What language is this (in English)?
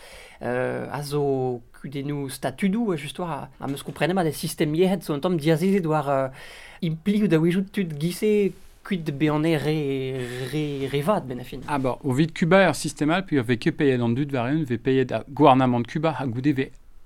Breton